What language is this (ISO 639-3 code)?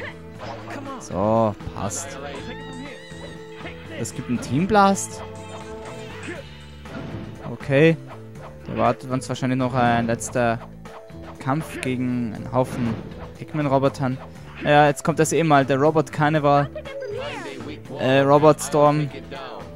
deu